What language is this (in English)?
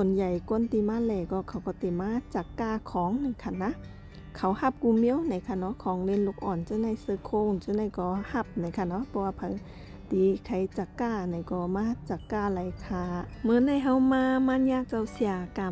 Shan